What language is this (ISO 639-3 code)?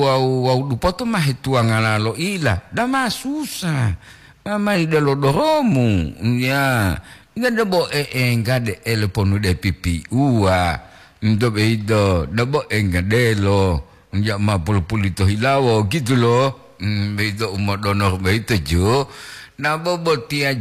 gor